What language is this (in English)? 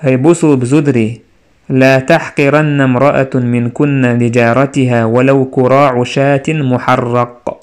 Chechen